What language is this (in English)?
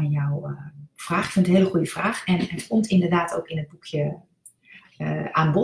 Dutch